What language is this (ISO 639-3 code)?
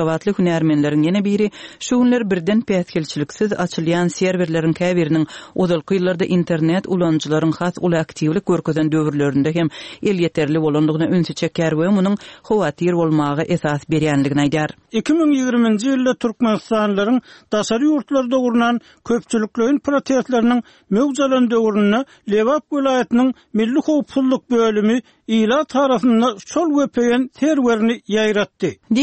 tuk